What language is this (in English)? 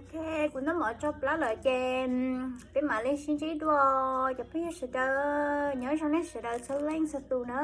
Hmong